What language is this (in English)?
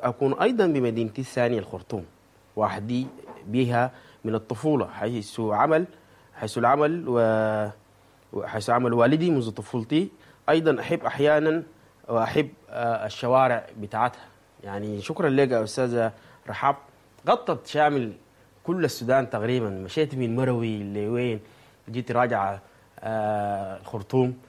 Sudanese Arabic